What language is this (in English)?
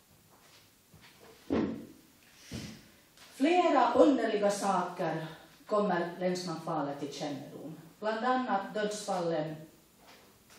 Swedish